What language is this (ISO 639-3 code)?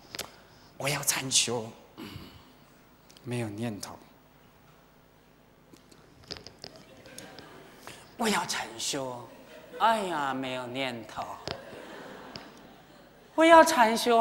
zho